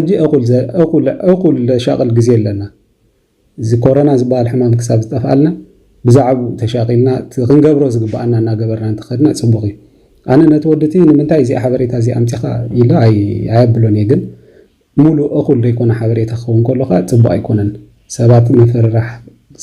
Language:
Tigrinya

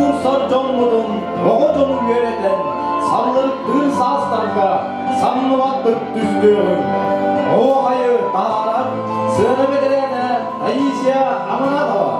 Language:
Yakut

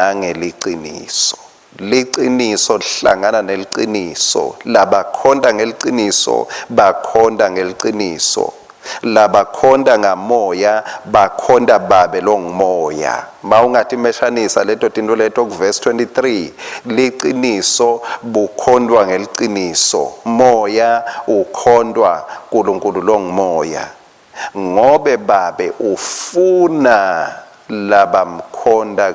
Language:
Swati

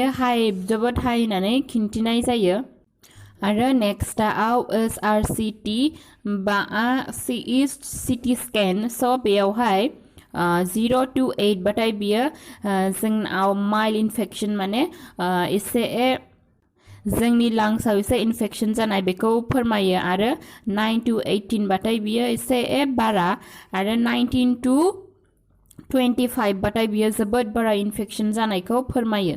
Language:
Bodo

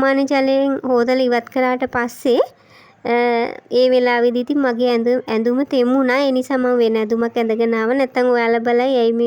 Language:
Sinhala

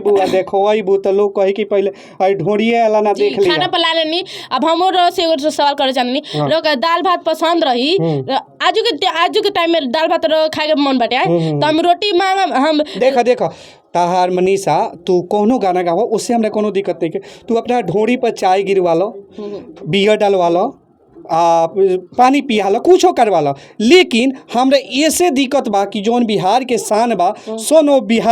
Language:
Bhojpuri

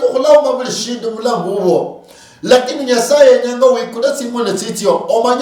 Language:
Luyia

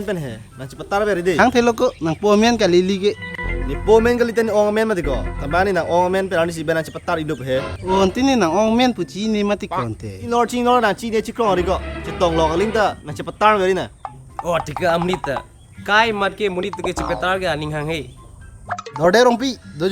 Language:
Karbi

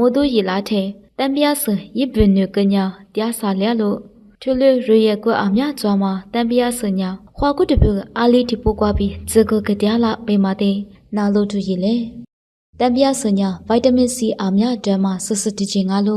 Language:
Lisu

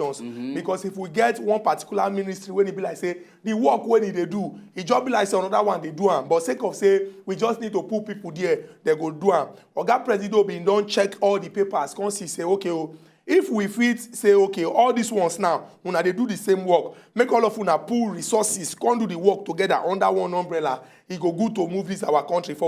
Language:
Nigerian Pidgin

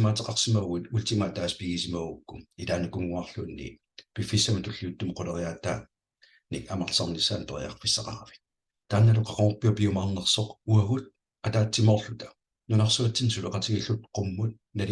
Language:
Kalaallisut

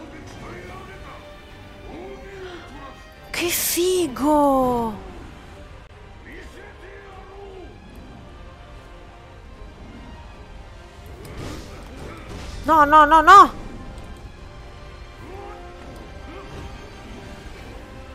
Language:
Italian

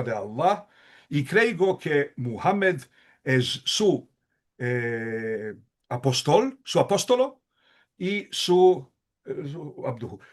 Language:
Ladino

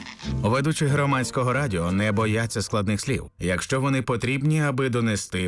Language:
Ukrainian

